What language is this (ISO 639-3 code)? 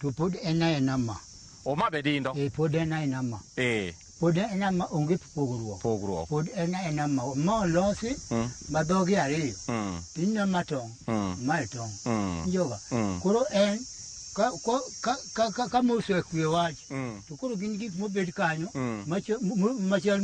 luo